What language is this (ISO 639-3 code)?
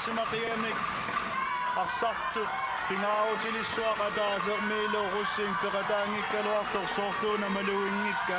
kal